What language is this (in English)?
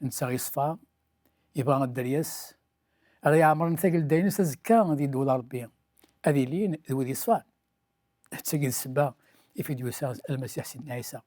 Kabyle